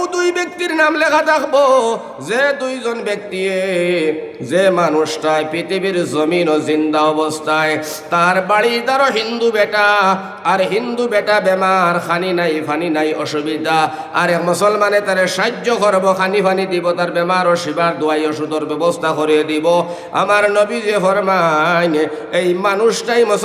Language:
Sylheti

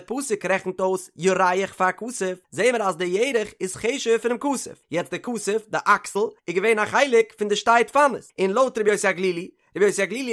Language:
Yiddish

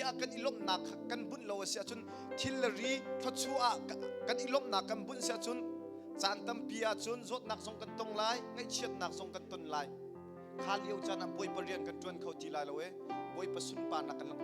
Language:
Hakha Chin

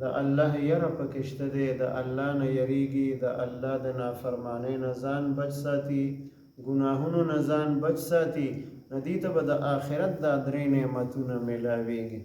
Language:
Pashto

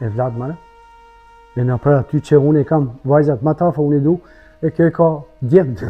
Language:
Albanian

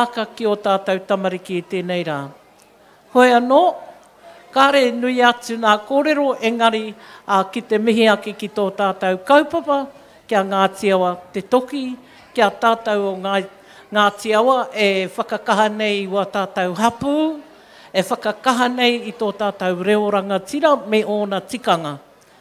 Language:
Māori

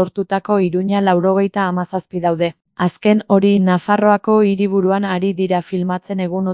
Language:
Basque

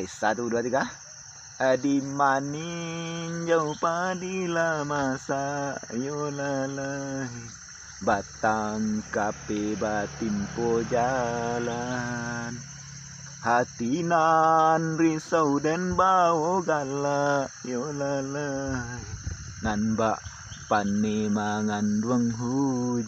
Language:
Minangkabau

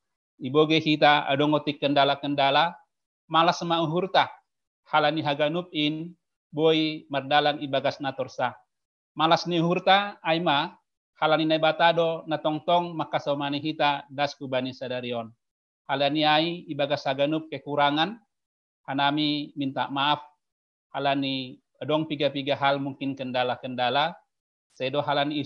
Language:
Batak Simalungun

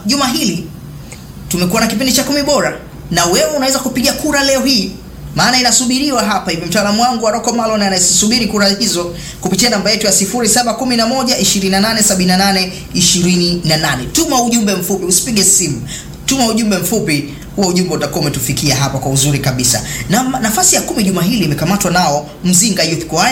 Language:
Swahili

